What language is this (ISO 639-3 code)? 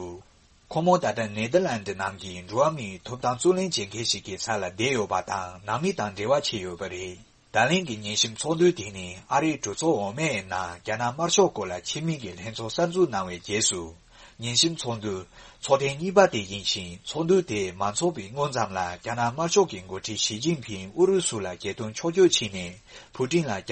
bod